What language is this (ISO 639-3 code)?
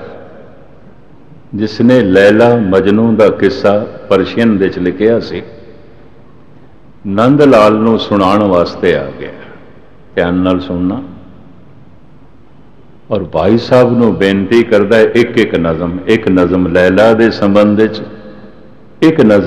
pan